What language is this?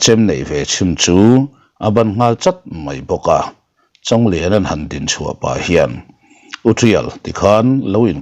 Mizo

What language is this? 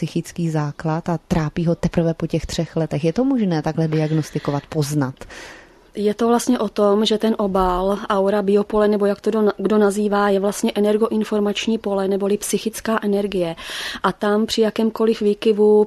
Czech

